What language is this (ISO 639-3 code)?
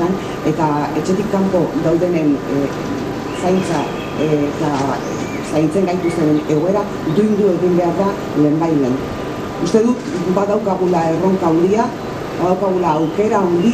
eus